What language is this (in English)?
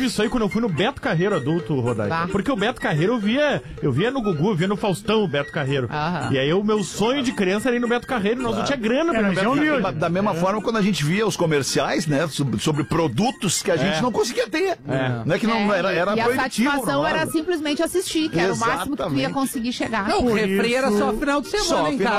Portuguese